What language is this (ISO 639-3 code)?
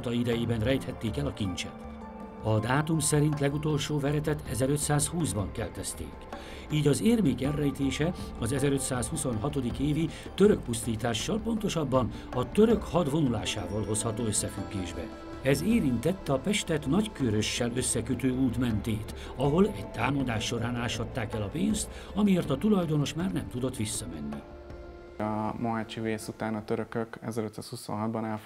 hun